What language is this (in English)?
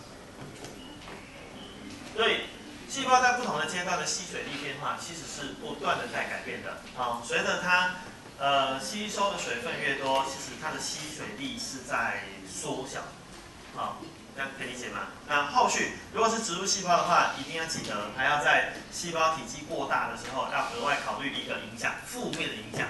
Chinese